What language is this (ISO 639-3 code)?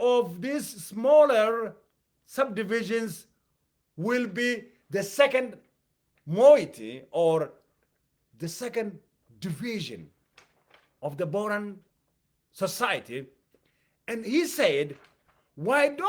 eng